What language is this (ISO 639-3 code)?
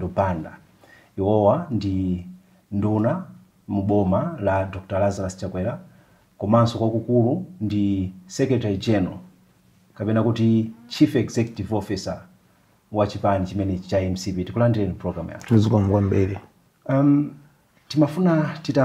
nya